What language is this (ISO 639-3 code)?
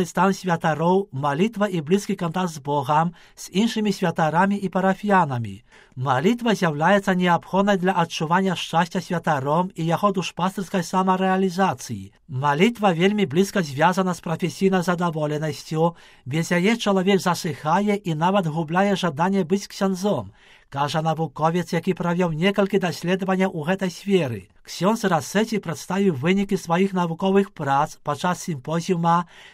bel